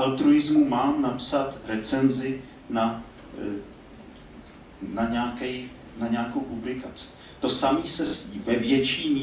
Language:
Czech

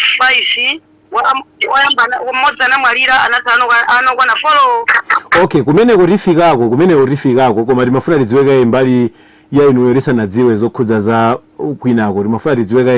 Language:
Nyanja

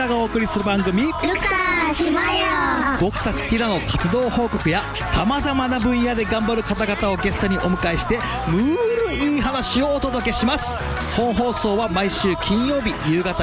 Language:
Japanese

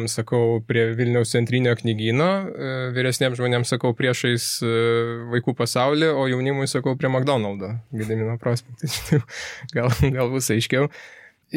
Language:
Lithuanian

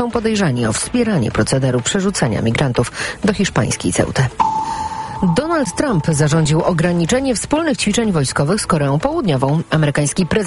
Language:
Polish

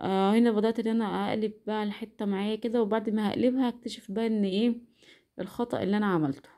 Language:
Egyptian Arabic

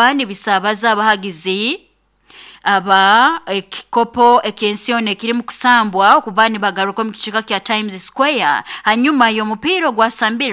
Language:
Nyoro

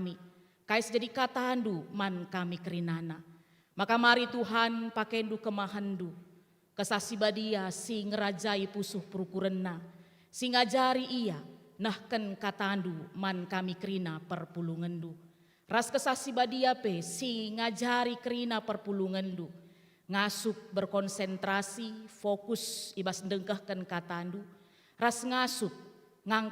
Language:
Batak Karo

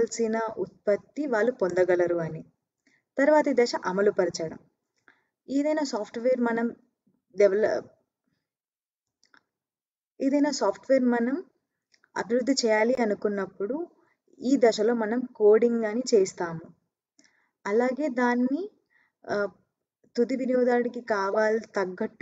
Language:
Telugu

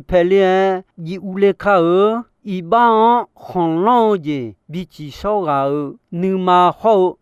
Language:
Akha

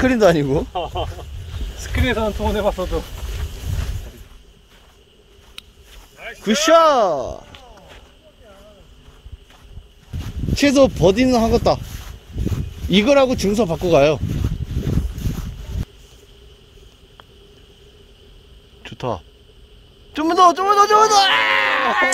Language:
Korean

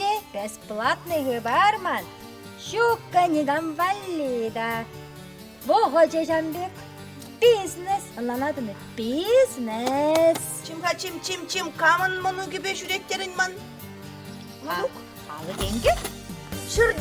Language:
Chuvash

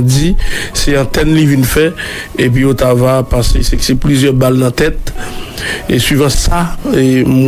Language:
Haitian Creole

